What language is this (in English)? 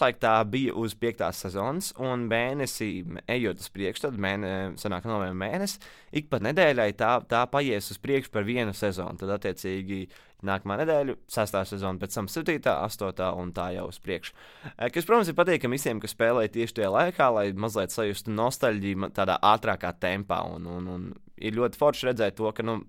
Latvian